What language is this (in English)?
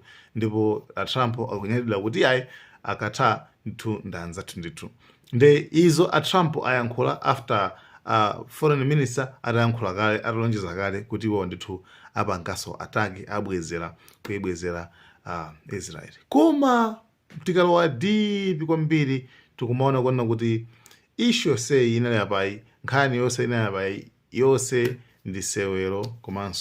Nyanja